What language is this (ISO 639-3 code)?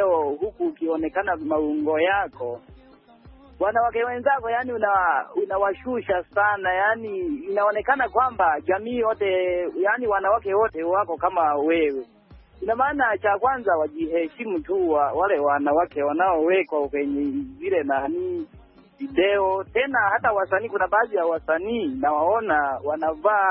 swa